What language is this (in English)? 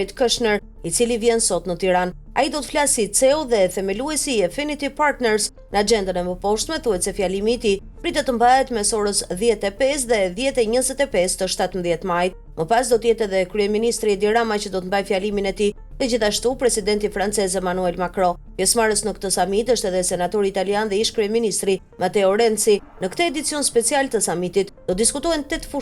Albanian